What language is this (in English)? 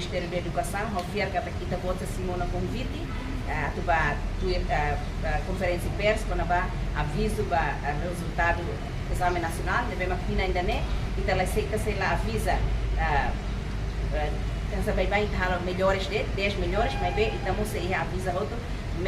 Tetum